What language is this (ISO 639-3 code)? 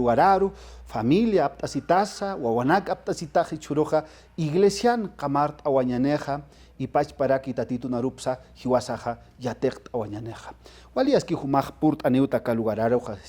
aym